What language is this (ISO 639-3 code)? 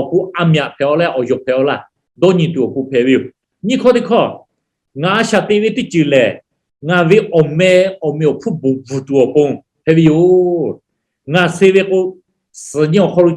lhu